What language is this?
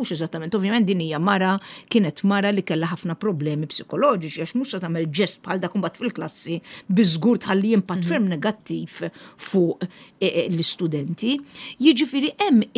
Maltese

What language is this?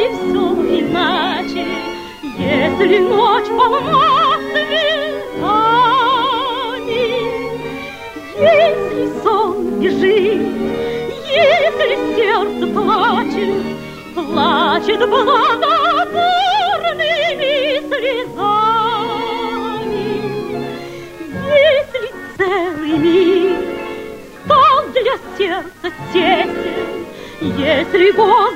Russian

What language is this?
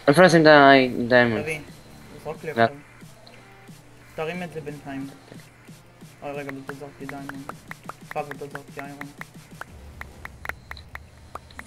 Hebrew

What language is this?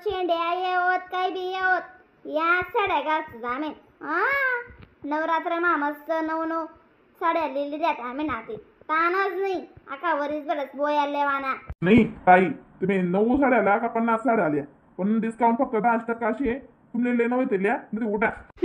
Khandesi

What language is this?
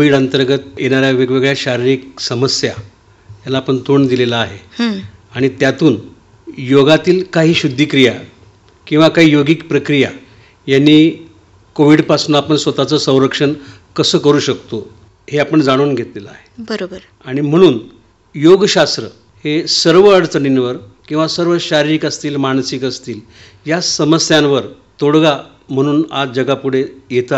Marathi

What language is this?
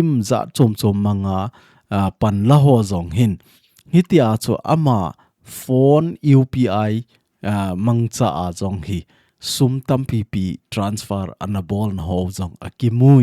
Thado Chin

